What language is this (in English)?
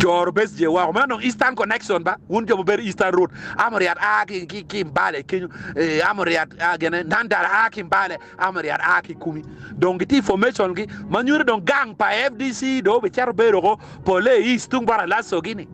Acoli